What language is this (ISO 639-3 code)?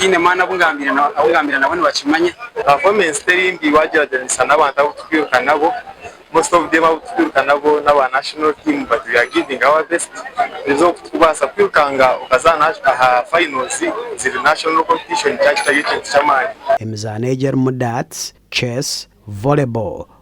nyn